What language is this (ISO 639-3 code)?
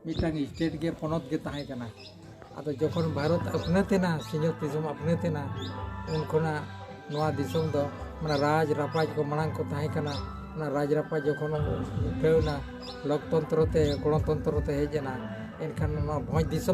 sat